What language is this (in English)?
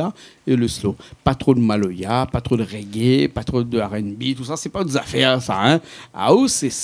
Réunion Creole French